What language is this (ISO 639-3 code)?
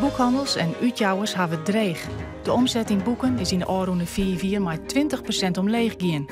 fry